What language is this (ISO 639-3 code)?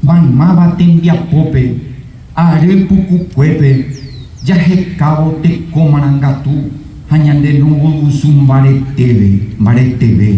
grn